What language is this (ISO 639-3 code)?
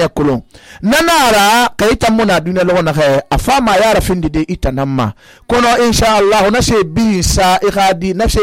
sus